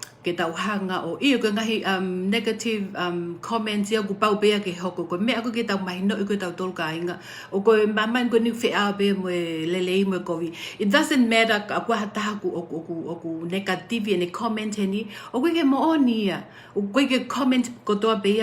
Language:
Tongan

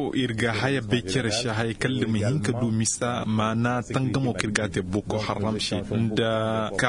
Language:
Zarma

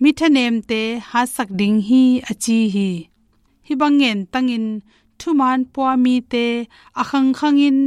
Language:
Tedim Chin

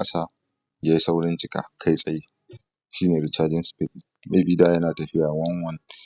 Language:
Hausa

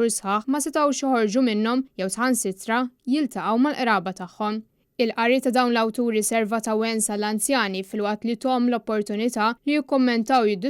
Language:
Maltese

